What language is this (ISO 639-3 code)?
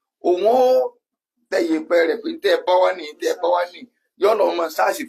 yor